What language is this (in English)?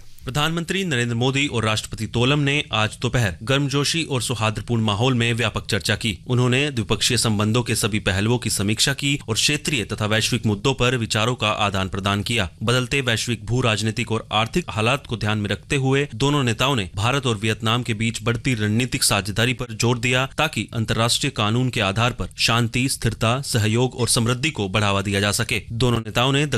Hindi